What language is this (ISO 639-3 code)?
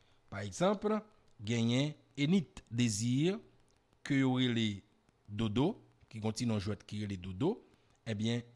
hat